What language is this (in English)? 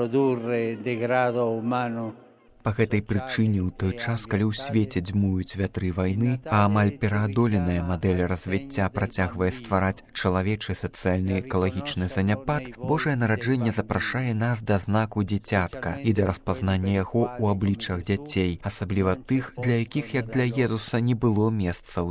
Belarusian